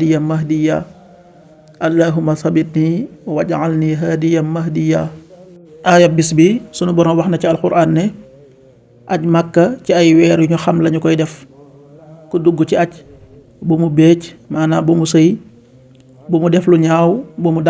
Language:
Wolof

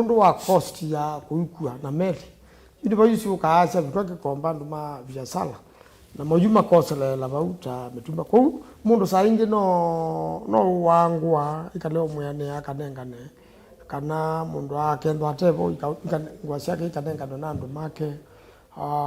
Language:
Kamba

